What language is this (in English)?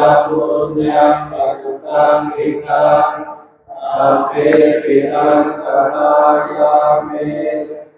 Pali